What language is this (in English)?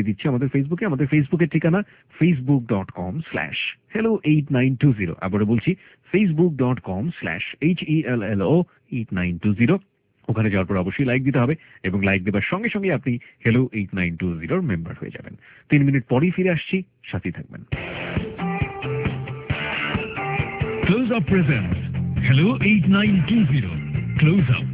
Bangla